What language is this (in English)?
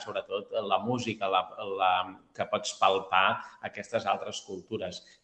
Catalan